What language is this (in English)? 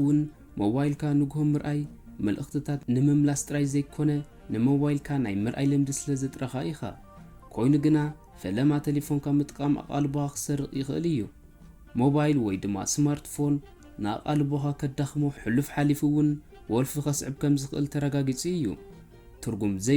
Tigrinya